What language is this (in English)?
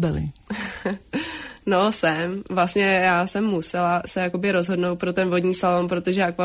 Czech